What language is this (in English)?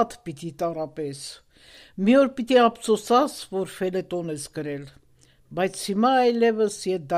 Armenian